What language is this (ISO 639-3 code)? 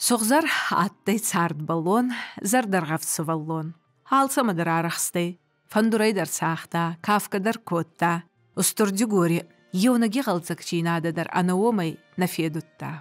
oss